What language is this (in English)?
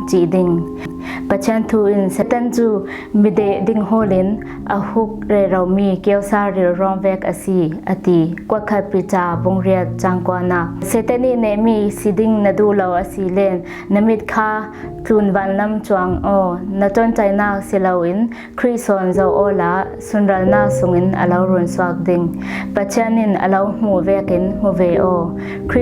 Falam Chin